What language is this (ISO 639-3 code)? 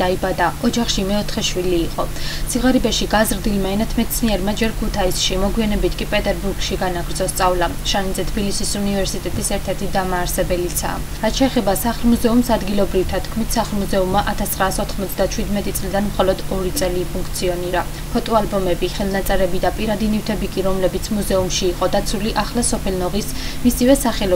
kat